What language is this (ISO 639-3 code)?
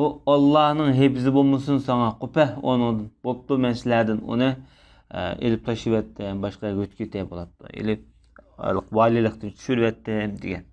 uig